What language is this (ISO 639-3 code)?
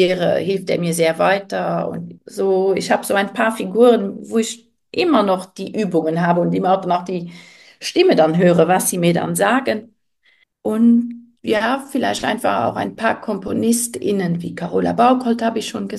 deu